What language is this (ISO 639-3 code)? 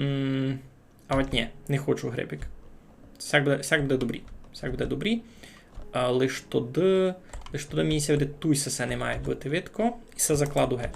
rue